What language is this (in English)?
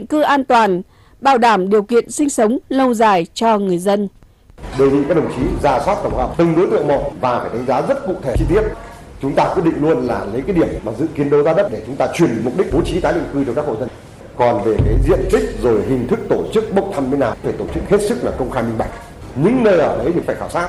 Vietnamese